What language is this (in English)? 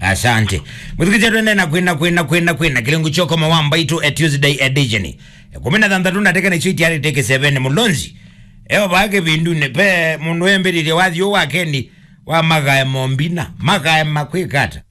Kamba